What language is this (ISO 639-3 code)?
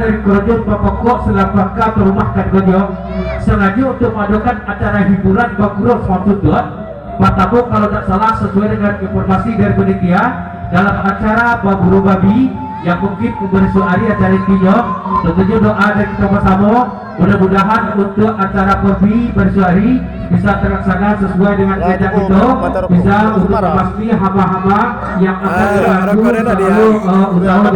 min